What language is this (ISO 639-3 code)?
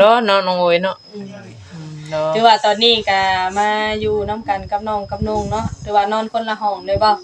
tts